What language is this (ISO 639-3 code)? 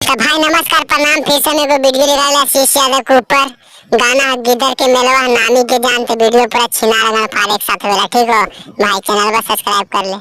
mag